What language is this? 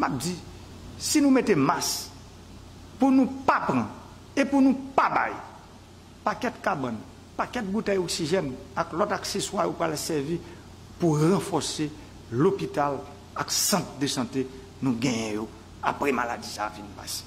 Haitian Creole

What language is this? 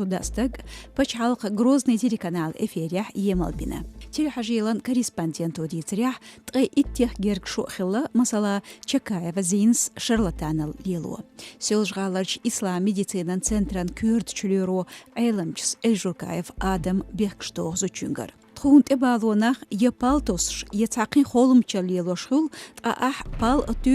Chechen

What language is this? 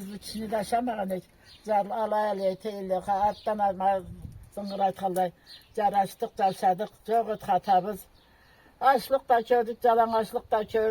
Karachay-Balkar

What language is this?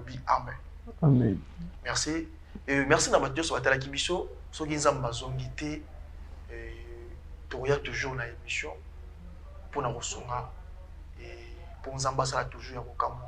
Lingala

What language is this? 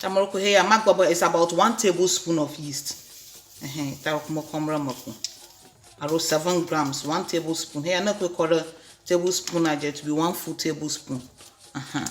Ewe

